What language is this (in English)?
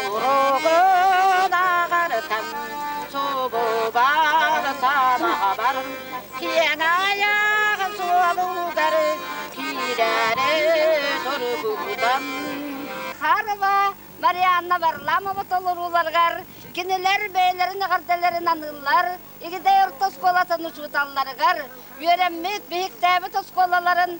Yakut